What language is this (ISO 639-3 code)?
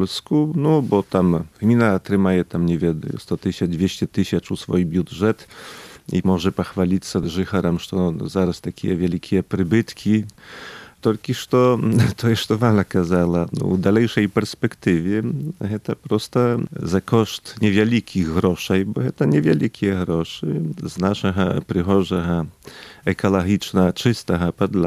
pol